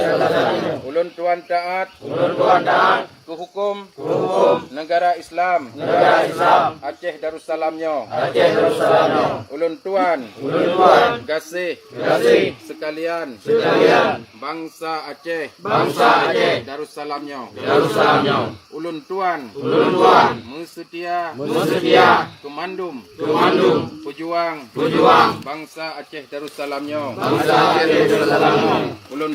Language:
Achinese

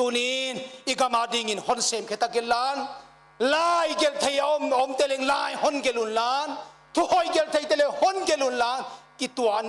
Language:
Paite Chin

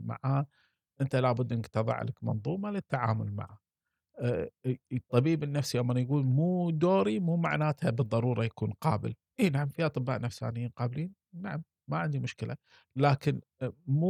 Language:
Gulf Arabic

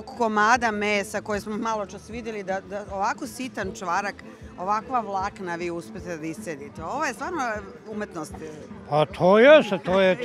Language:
Serbian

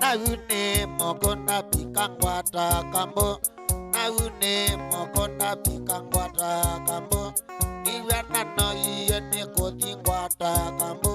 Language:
Kamba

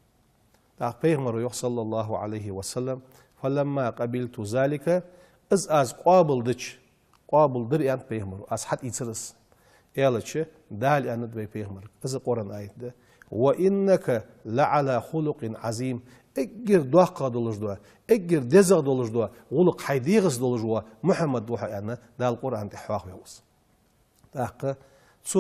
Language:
Ingush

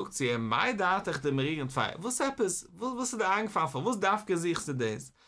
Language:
Yiddish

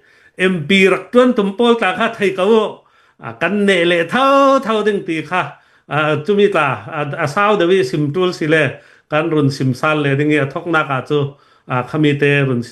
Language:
Hakha Chin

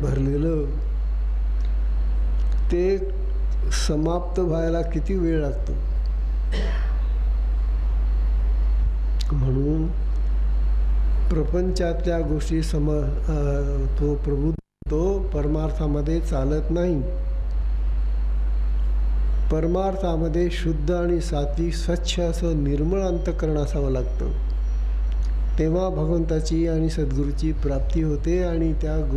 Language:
Marathi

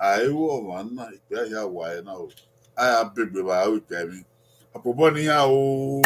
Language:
Bini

